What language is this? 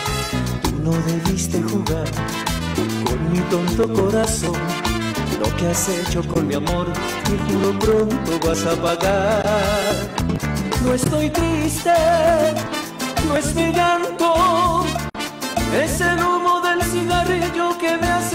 Spanish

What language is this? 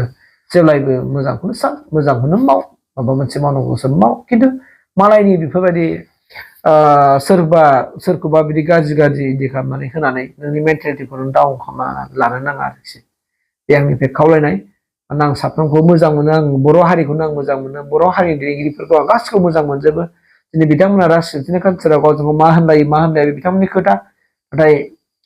Bodo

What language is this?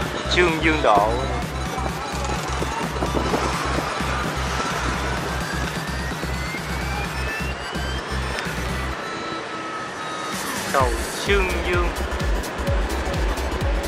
Vietnamese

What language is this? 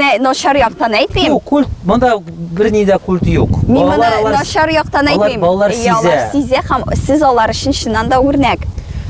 Tatar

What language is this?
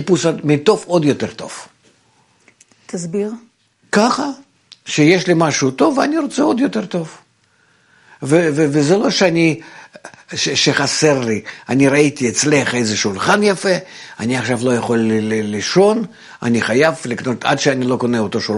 Hebrew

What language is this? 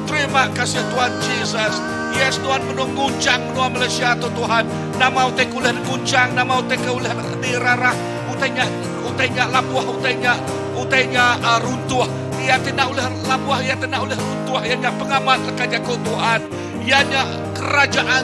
Iban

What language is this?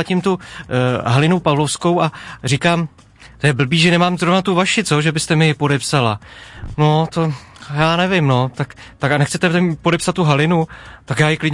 Czech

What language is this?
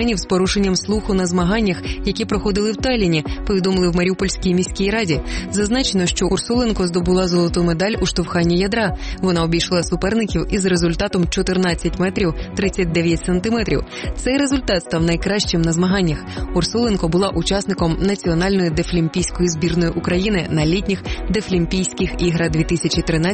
Ukrainian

